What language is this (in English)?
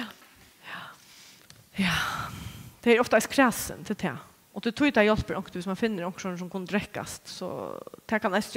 Faroese